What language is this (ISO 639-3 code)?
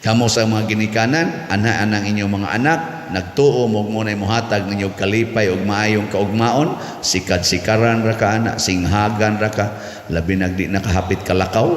ceb